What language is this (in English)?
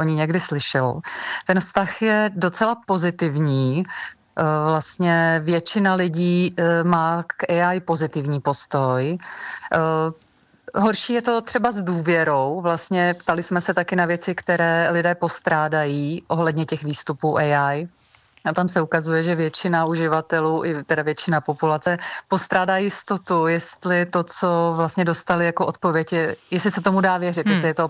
Czech